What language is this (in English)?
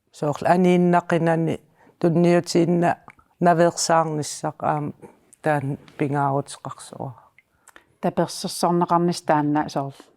Kalaallisut